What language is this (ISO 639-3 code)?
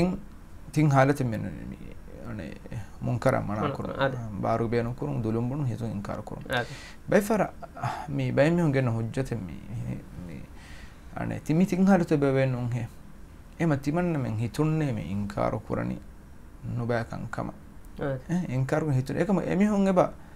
div